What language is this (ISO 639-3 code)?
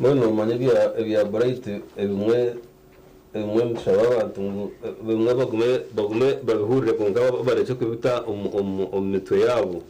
nyn